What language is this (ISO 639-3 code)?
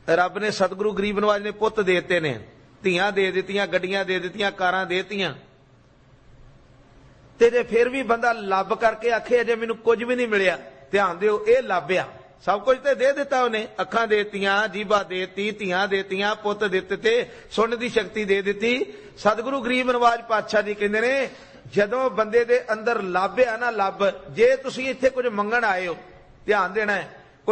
pan